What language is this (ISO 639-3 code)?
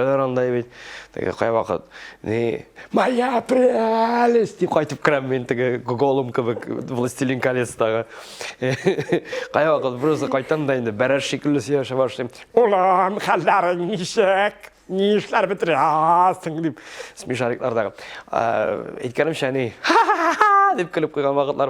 tat